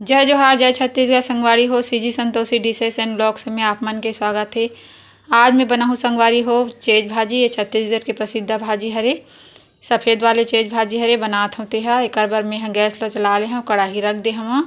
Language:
Chhattisgarhi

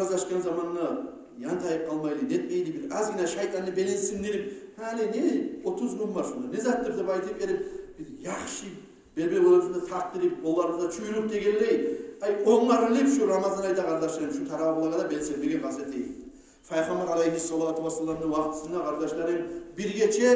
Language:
Kumyk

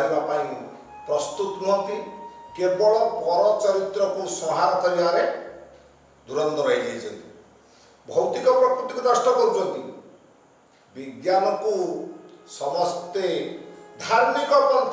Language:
Odia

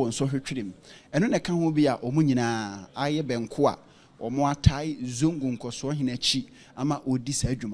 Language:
Akan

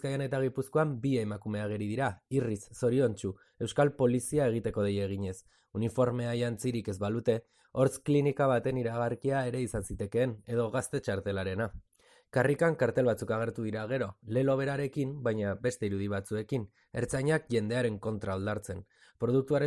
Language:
Basque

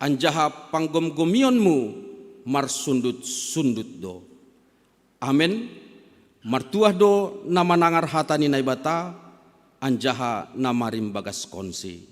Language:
Batak Simalungun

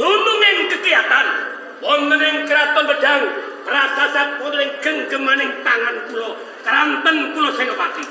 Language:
Javanese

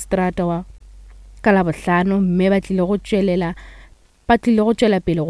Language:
Northern Sotho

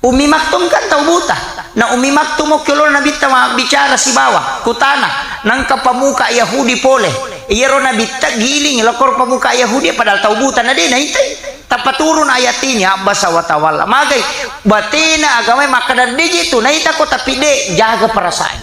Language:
Buginese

